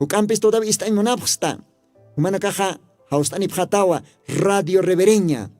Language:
Aymara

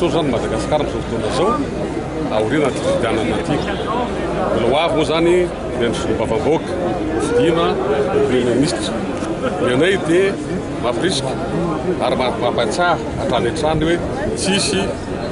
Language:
Malagasy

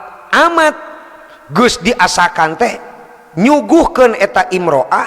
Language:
Sundanese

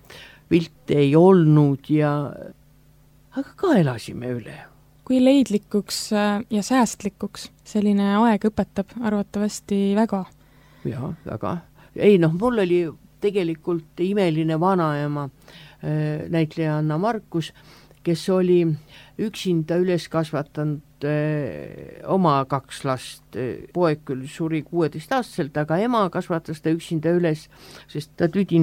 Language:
Estonian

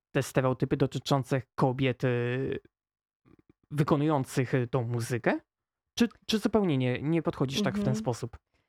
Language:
Polish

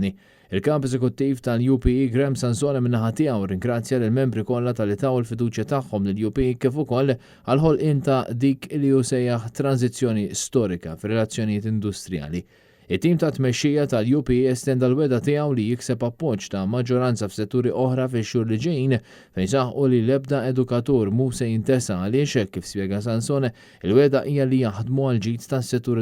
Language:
Maltese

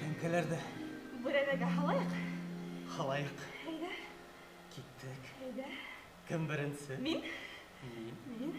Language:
Bashkir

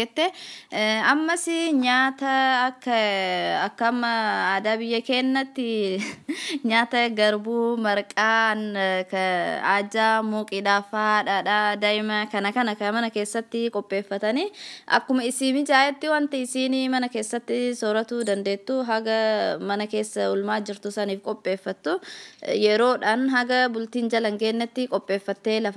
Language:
Oromo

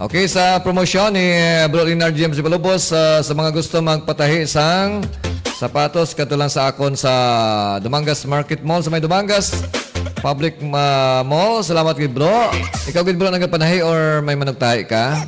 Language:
Hiligaynon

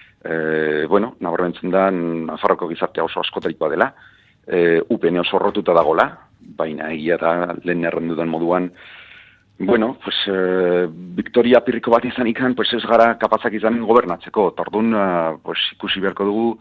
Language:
Basque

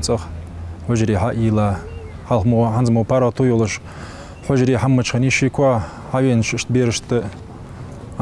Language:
Ingush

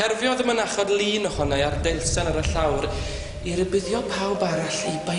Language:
Welsh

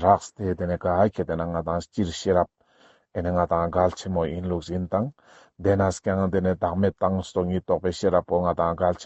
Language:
Ladakhi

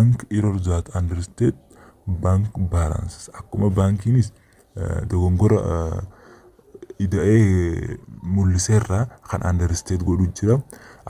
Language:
Oromo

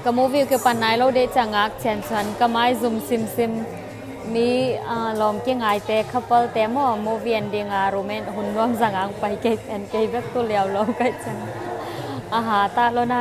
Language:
Tedim Chin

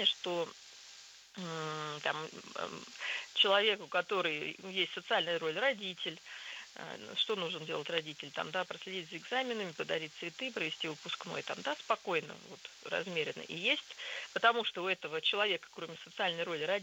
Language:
Russian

